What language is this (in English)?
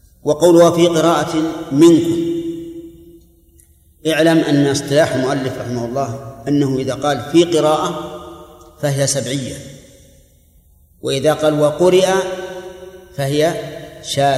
Arabic